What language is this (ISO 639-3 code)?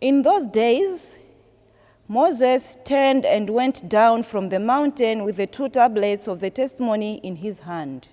eng